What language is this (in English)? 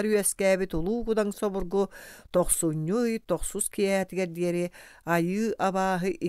Yakut